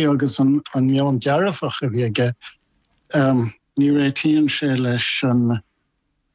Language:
Irish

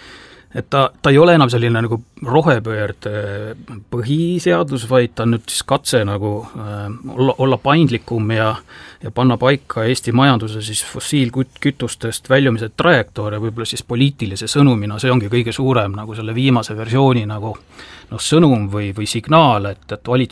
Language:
Estonian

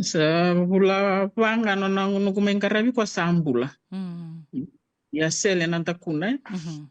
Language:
Fijian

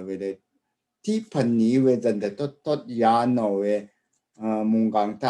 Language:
Rawang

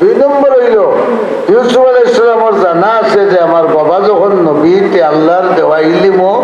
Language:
Sylheti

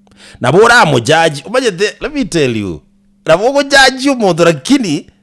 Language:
Gusii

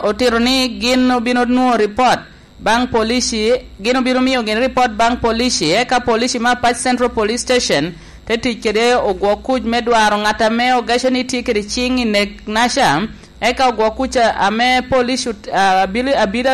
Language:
Lango (Uganda)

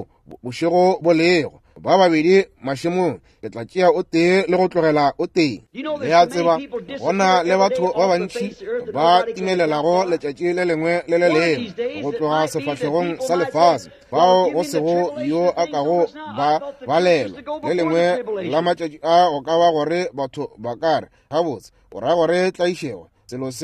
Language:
Northern Sotho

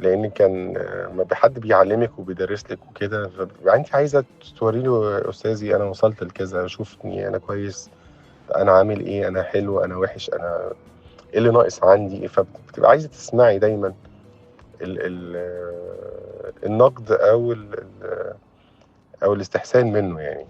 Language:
Egyptian Arabic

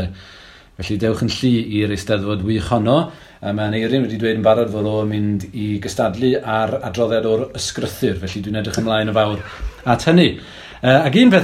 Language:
Welsh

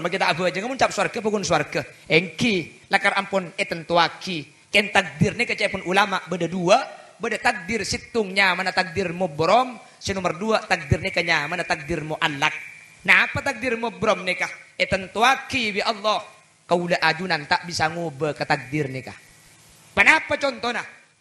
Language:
Madurese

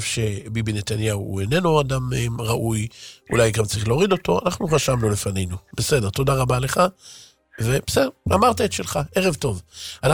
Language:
Hebrew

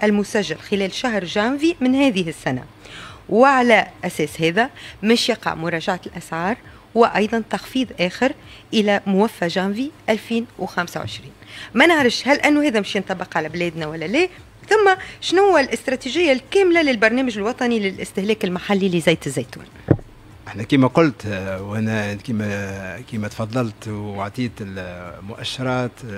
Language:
Tunisian Arabic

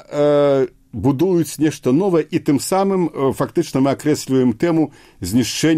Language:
Belarusian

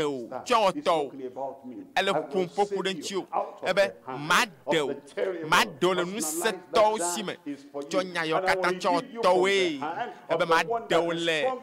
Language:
Ewe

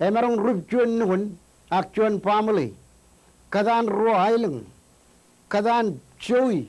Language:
Marshallese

